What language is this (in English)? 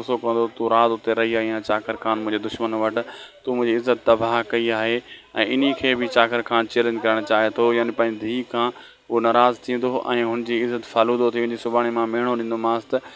Sindhi